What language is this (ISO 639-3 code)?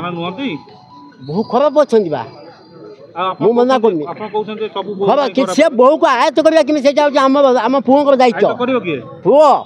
ori